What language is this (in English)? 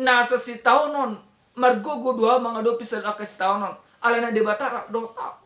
Batak Toba